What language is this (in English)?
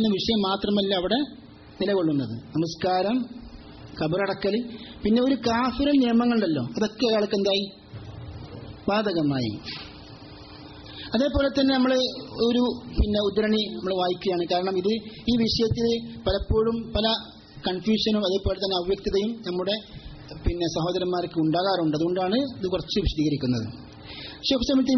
Malayalam